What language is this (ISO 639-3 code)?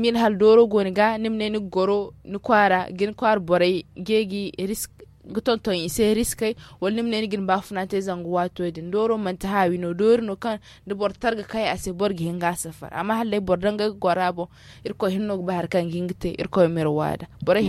dje